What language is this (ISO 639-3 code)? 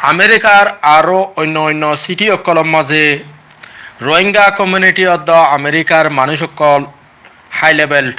rhg